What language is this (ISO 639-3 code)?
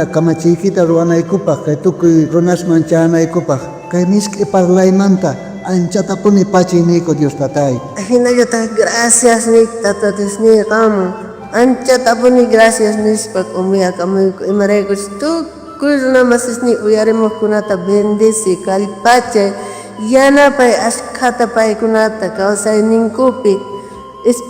quh